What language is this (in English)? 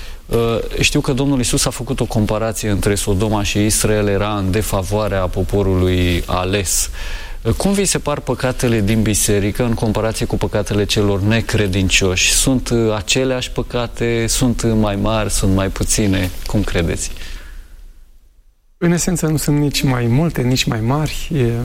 Romanian